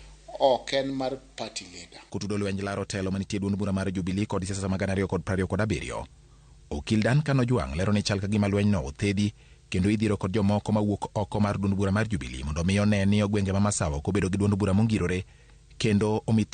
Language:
Luo (Kenya and Tanzania)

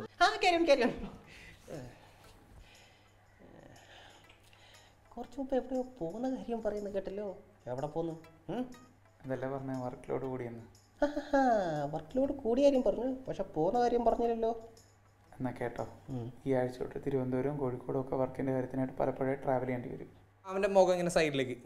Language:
Malayalam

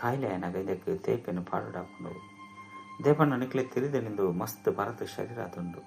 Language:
Tulu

